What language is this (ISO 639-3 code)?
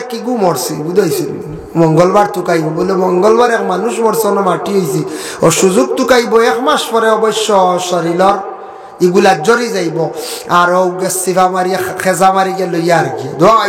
syl